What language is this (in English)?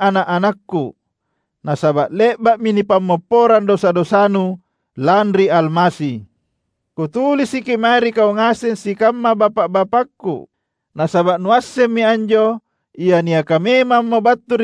Makasar